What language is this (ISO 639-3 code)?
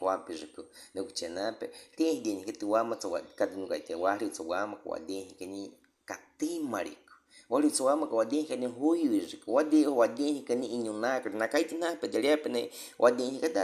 bwi